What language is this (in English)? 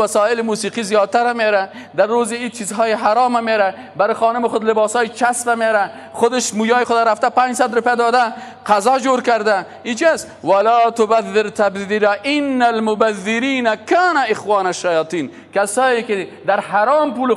Persian